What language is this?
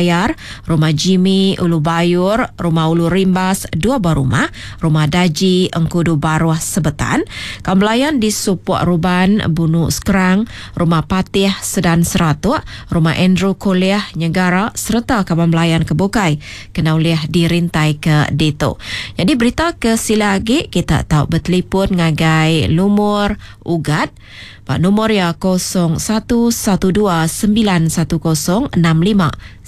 Iban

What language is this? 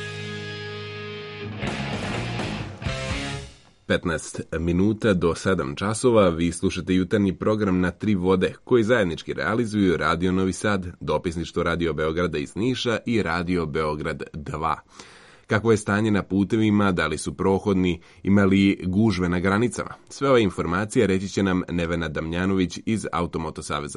Serbian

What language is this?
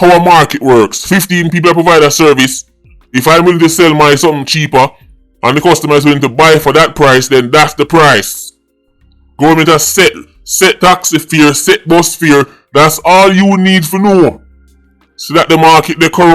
Jamaican Creole English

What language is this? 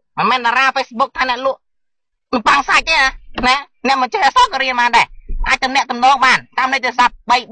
Khmer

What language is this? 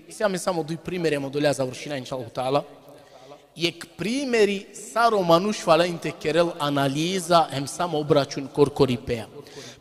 Balkan Romani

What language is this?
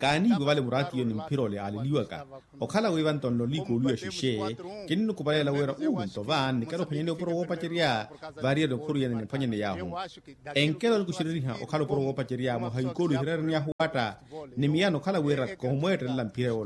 Makhuwa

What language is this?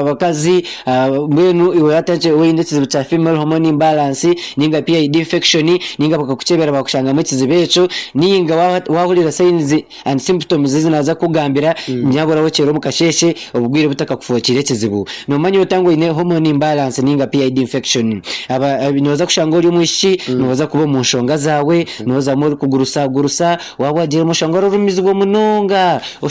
Nyankole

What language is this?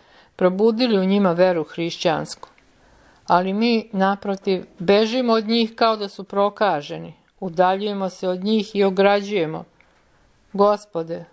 Serbian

